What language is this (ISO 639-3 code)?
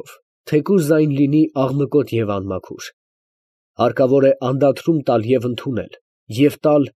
hye